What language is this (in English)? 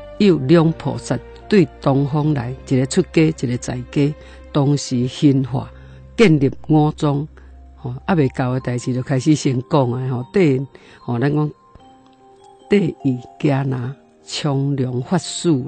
Min Nan Chinese